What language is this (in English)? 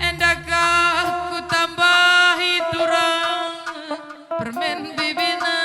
Batak Karo